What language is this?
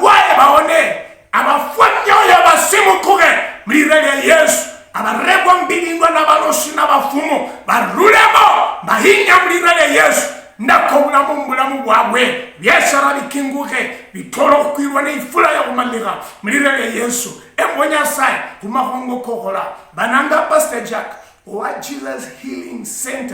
Luyia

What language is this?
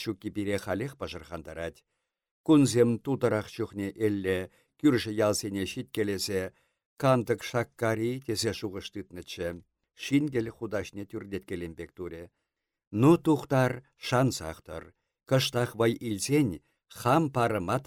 Chuvash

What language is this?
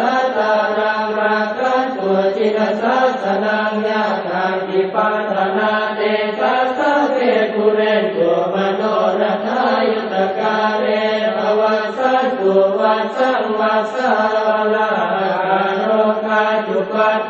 Pali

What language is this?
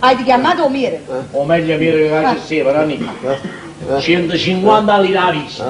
Neapolitan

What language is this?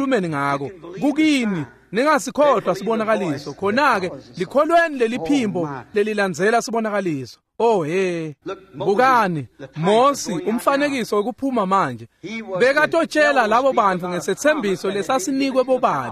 Swati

